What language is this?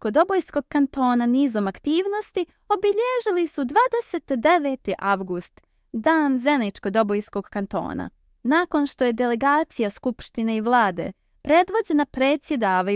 Bosnian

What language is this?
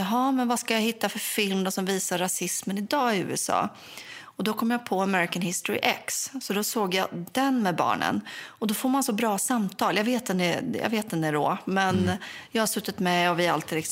Swedish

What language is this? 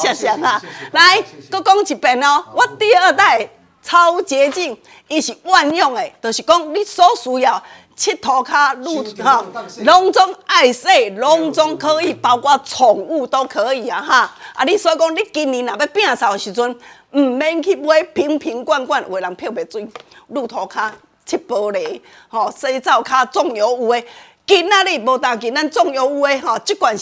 Min Nan Chinese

